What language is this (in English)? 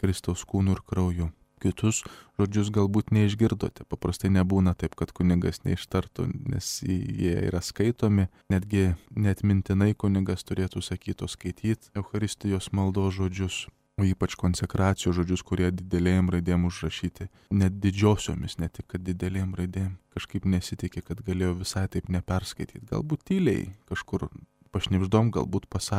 Lithuanian